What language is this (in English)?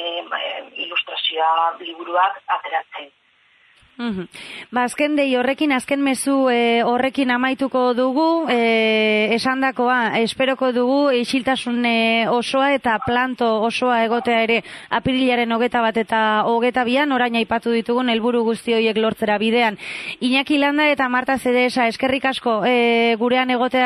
Basque